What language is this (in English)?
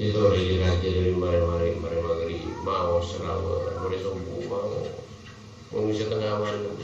Madurese